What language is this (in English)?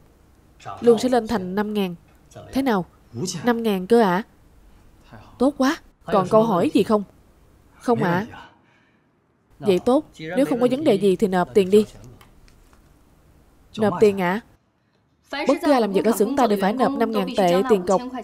Vietnamese